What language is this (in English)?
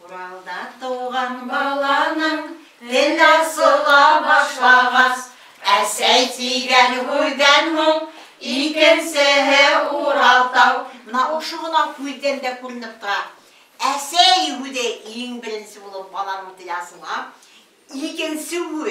Bashkir